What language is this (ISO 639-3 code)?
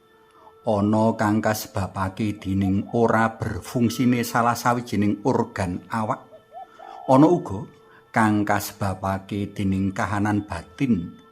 jav